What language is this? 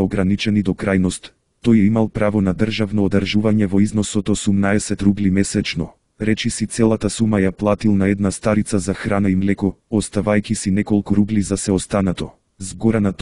Macedonian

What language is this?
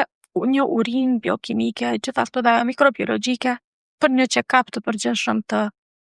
Albanian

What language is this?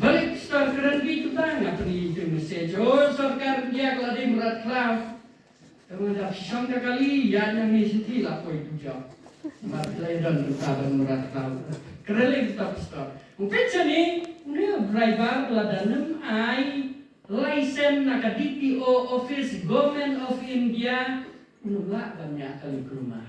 Khasi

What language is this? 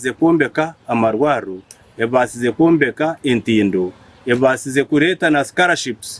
Nyankole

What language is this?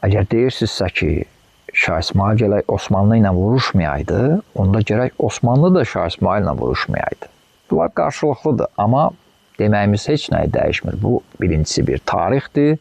Azerbaijani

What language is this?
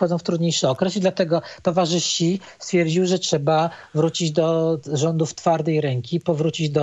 Polish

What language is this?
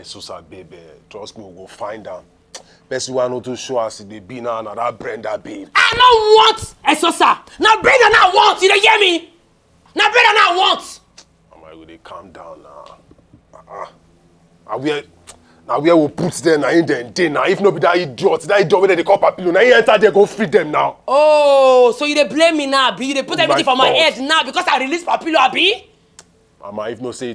Nigerian Pidgin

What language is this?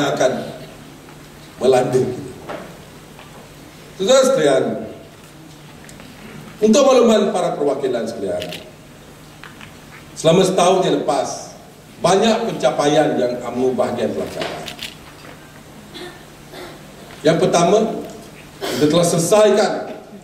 Malay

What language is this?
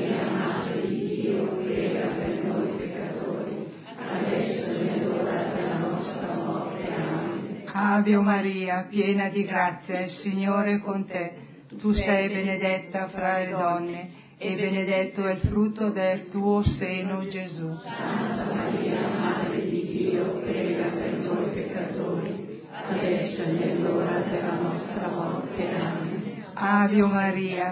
Italian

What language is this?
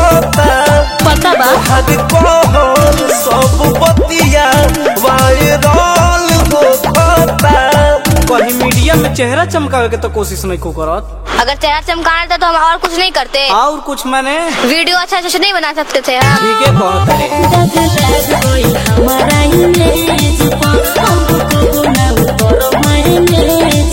Bhojpuri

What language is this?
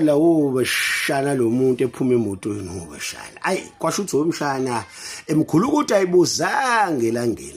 Zulu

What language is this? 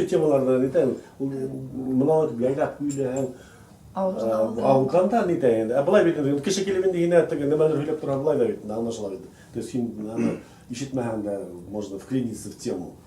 Bashkir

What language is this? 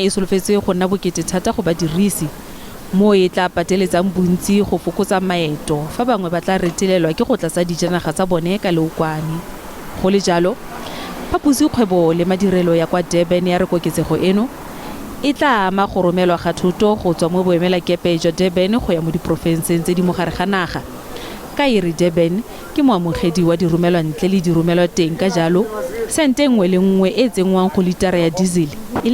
Tswana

